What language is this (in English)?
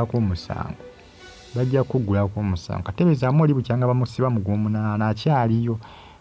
Ganda